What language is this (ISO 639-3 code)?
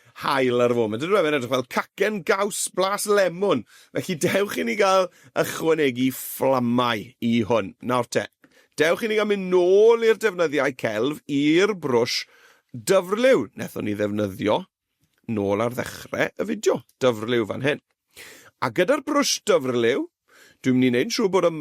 cym